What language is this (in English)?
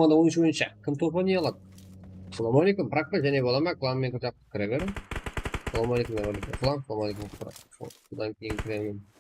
Kara-Kalpak